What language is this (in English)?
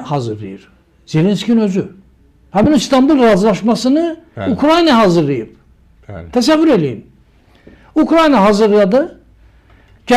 Azerbaijani